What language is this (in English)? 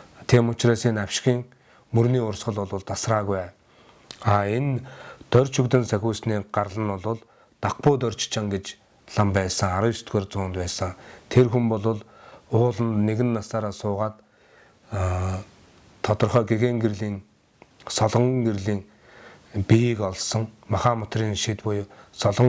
Mongolian